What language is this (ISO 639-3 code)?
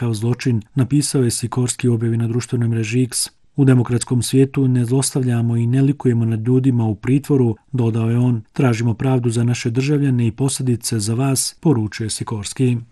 bos